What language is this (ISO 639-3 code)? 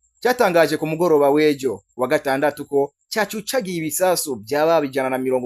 run